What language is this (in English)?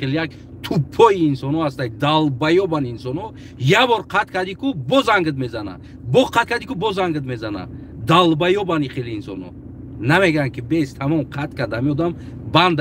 Tajik